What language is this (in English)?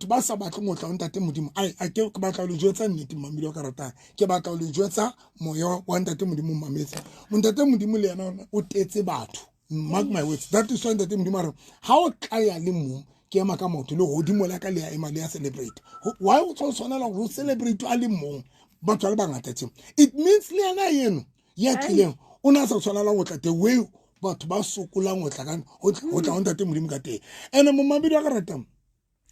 Southern Sotho